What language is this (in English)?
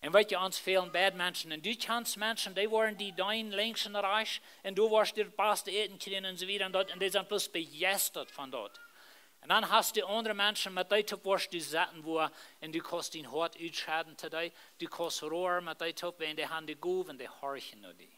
Plautdietsch